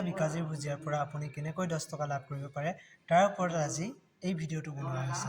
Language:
Assamese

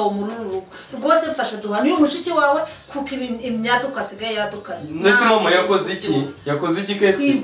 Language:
Kinyarwanda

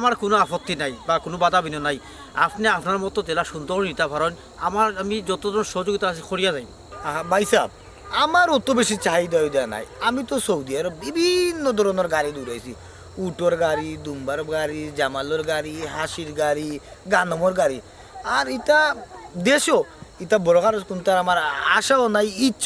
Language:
Sylheti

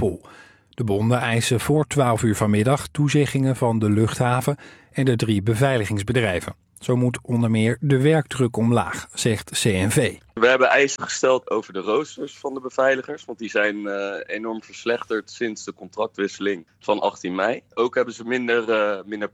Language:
Dutch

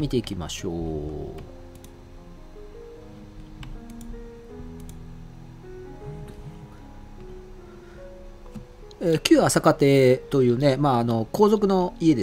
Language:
Japanese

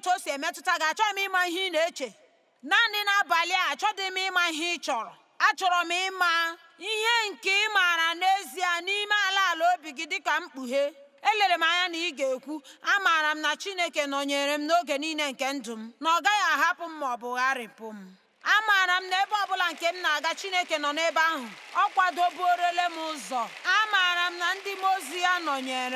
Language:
Igbo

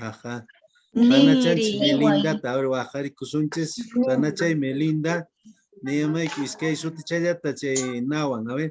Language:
Quechua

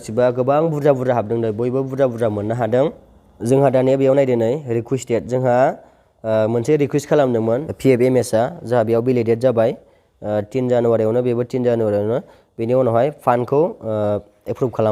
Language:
Bodo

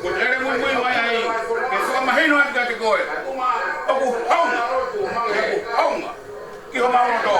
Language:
Tongan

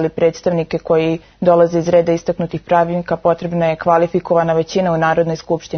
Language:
Serbian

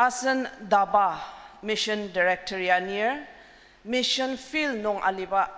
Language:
Ao Naga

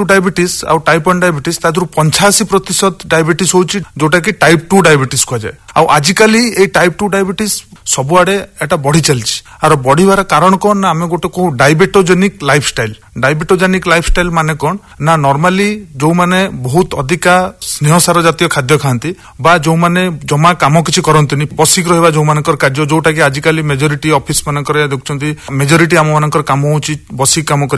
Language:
Odia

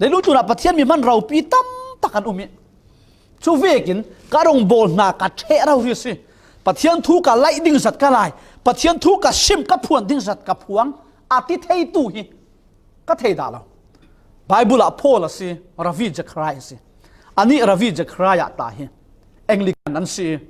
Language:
Falam Chin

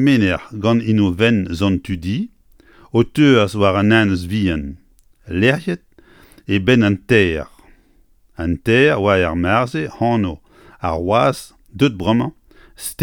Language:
Breton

